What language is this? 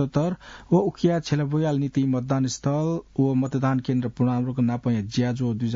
Newari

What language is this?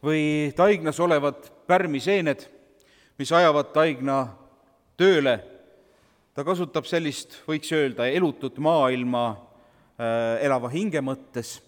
Estonian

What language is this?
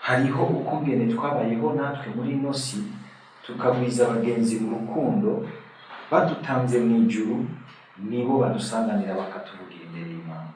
Rundi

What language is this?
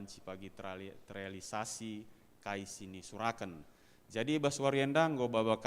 Batak Karo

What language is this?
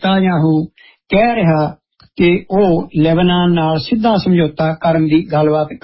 Punjabi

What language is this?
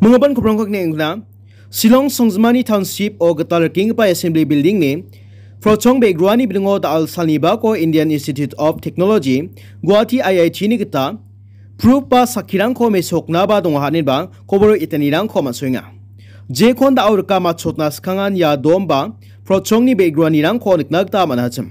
Garo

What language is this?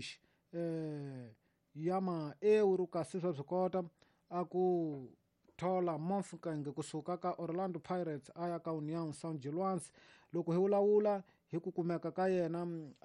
Tsonga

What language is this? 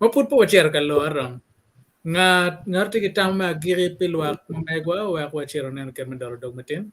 Acoli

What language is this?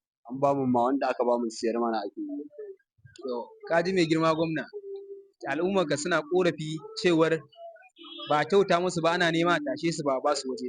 Hausa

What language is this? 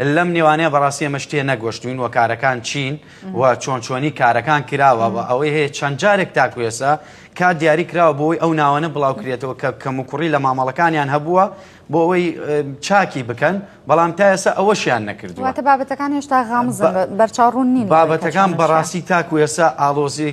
Central Kurdish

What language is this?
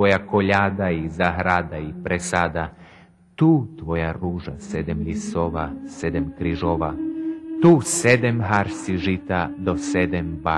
Rusyn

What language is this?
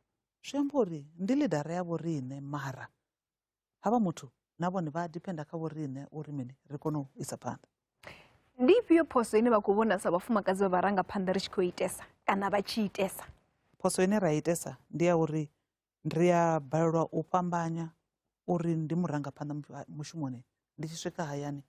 Venda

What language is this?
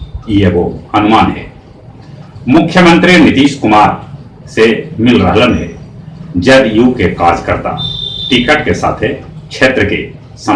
Magahi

